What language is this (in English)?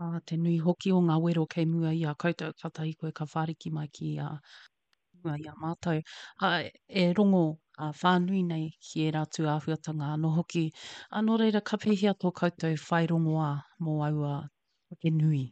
Māori